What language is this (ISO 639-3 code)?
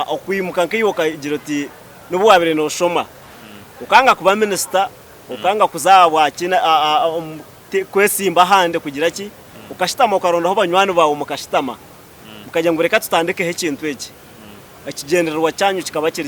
nyn